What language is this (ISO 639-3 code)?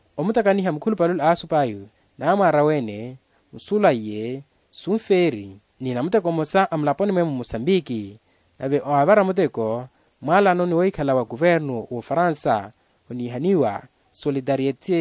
vmw